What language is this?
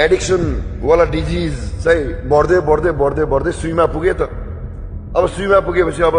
Nepali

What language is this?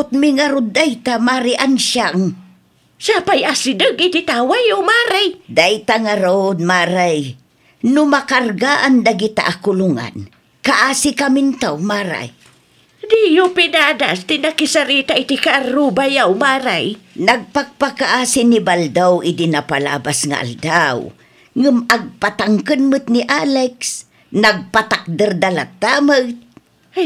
Iloko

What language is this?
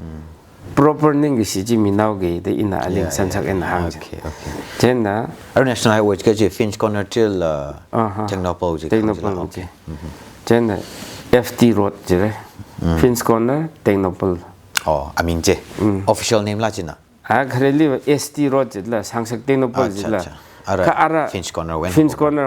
Tangkhul Naga (India)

